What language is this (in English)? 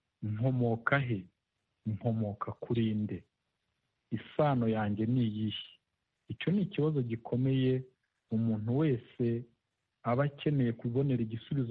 Kinyarwanda